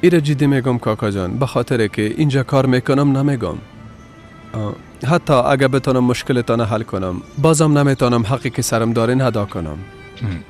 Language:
Persian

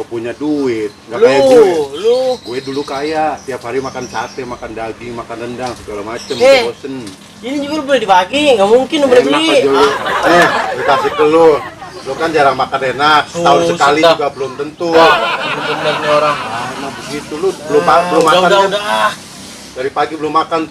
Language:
Betawi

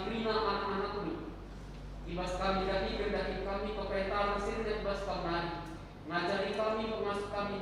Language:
Batak Karo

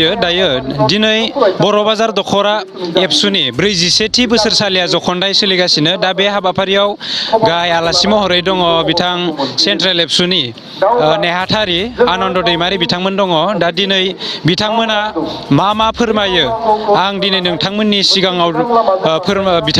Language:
Bodo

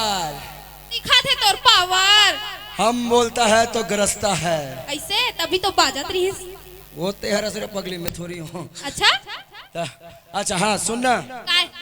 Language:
Chhattisgarhi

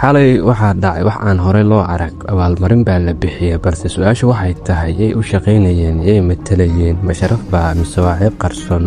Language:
Somali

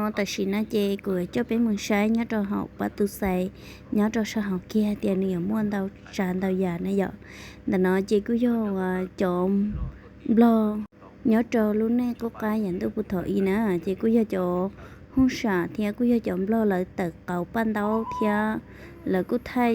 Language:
Hmong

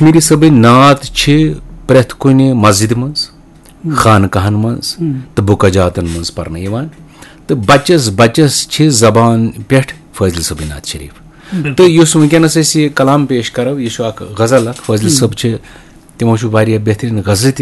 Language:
Kashmiri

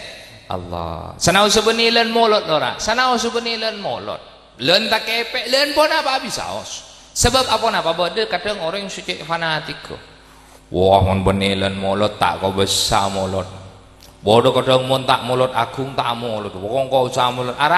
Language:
Madurese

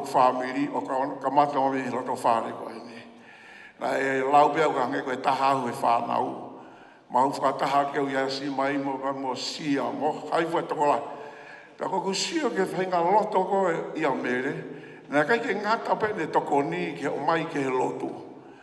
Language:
Tongan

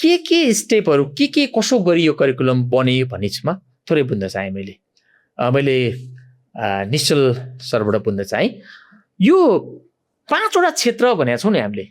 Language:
Nepali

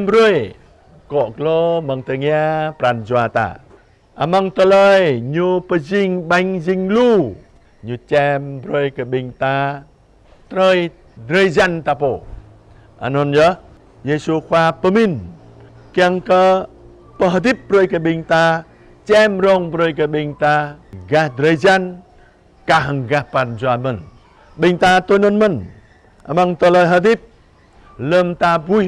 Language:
Jarai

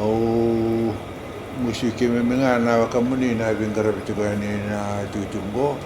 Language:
Fijian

